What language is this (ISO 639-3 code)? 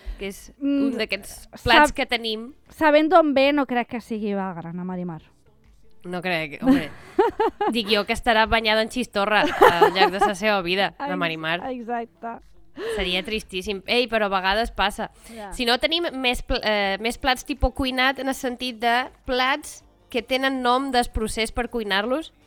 cat